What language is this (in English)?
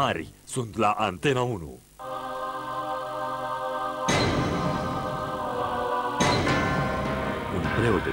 Romanian